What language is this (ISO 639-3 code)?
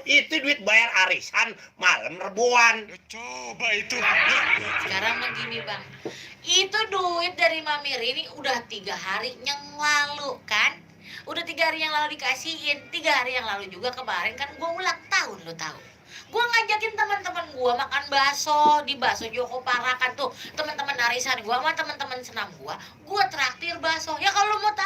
bew